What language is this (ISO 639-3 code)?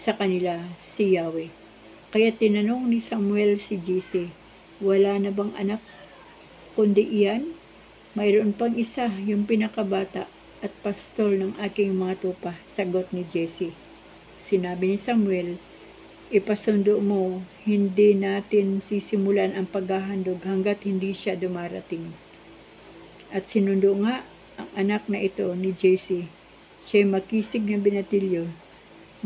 fil